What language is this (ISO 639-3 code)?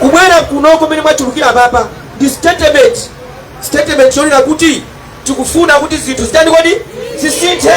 nya